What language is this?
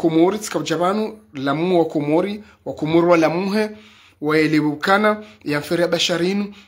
Ngazidja Comorian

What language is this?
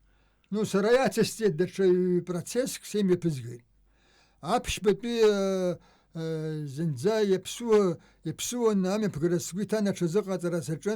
Abkhazian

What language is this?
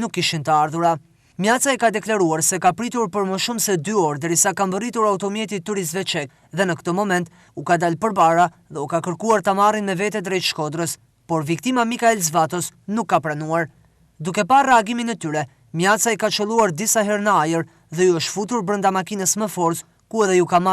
Albanian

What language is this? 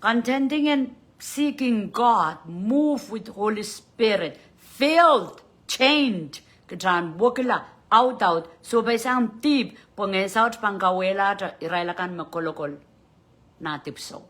Pohnpeian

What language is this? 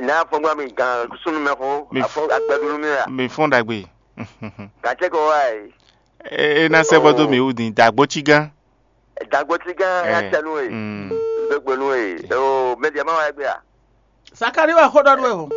Fon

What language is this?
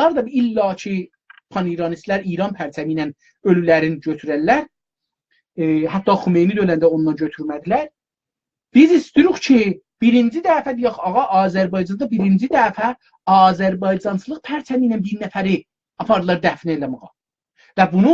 South Azerbaijani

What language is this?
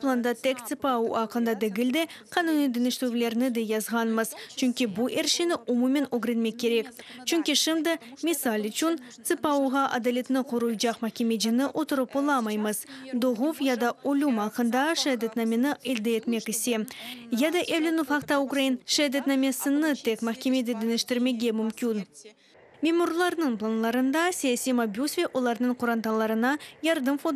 Crimean Tatar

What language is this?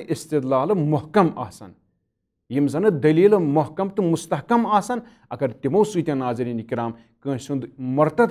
Kashmiri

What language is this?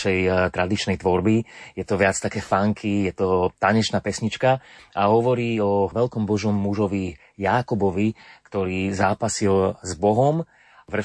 Slovak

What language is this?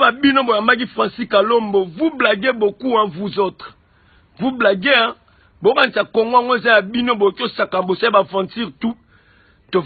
Lingala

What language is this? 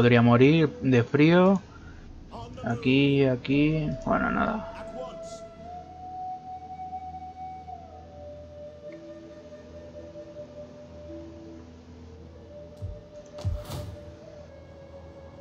Spanish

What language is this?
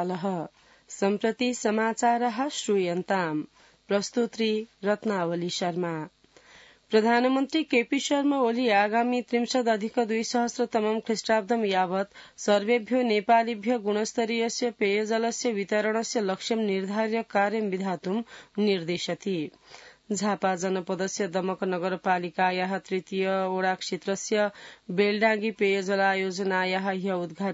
Sanskrit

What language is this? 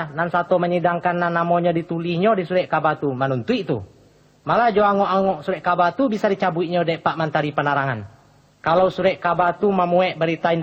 Minangkabau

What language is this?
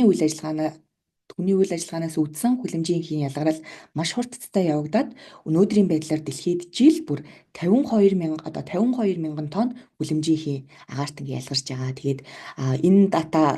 Mongolian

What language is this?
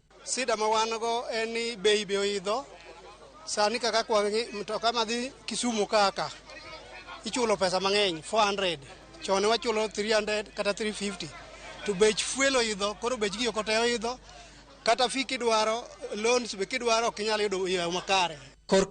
Luo (Kenya and Tanzania)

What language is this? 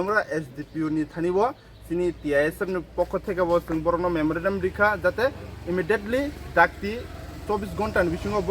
Kok Borok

